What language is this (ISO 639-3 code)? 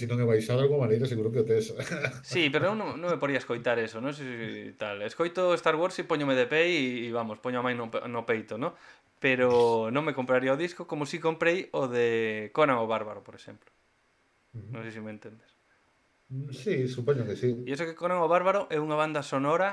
glg